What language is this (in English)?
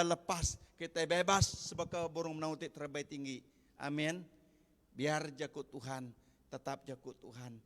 Iban